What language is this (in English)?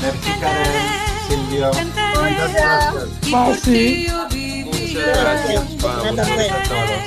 Ladino